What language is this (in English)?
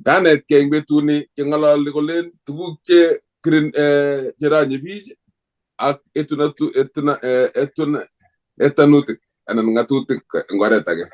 Kalenjin